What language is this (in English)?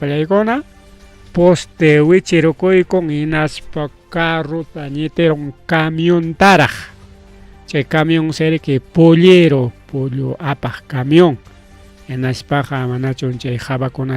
Ayacucho Quechua